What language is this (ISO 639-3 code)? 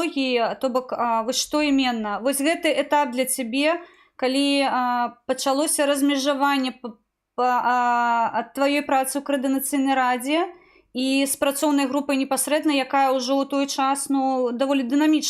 bel